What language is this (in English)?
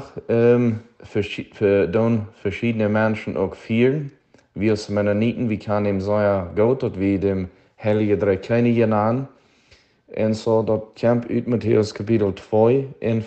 Plautdietsch